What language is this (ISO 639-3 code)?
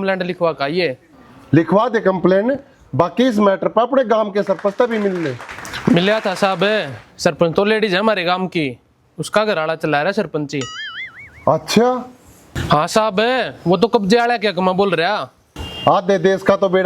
bgc